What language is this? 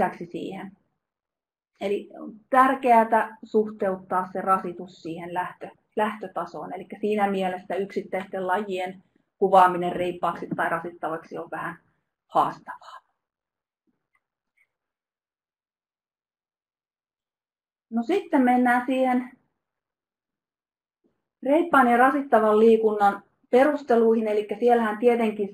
Finnish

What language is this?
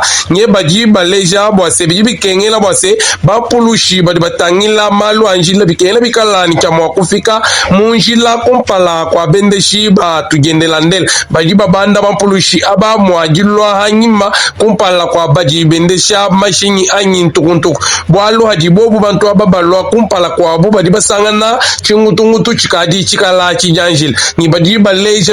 Luba-Lulua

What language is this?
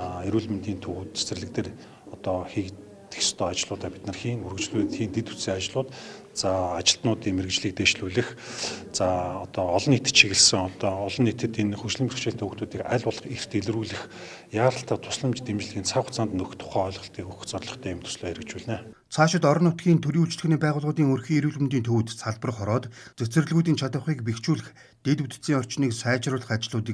Mongolian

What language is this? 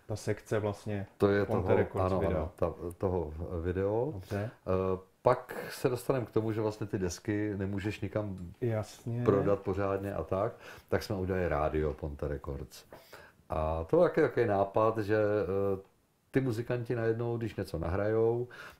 Czech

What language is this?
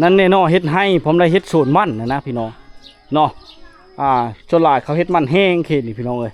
Lao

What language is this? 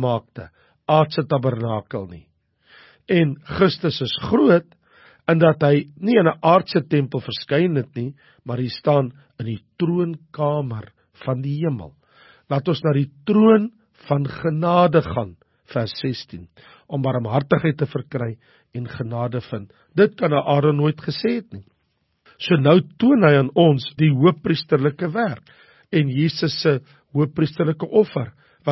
Afrikaans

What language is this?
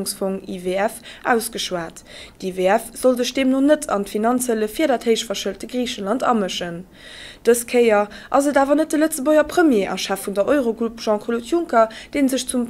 Luxembourgish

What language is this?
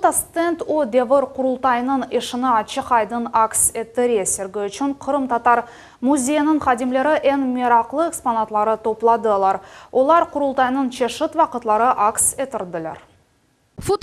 Crimean Tatar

